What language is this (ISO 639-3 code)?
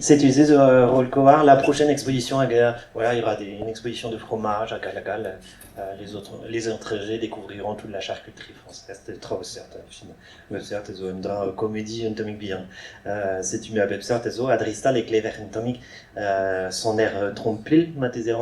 bre